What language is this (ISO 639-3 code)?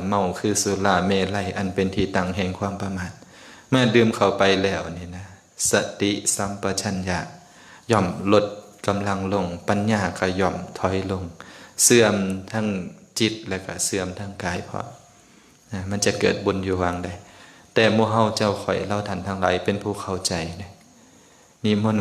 lao